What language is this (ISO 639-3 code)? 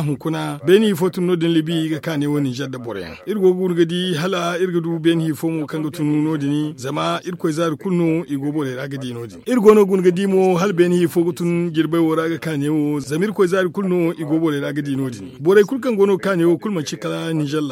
dje